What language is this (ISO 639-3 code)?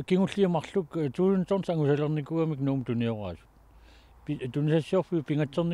kal